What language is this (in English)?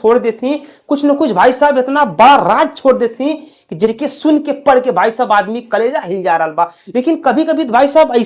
Bhojpuri